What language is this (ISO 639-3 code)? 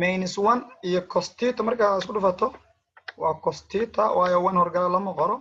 som